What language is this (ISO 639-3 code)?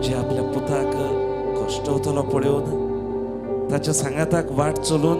kok